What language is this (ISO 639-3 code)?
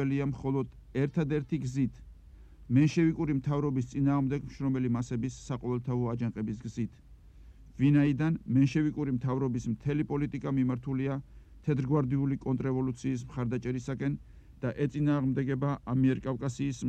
kat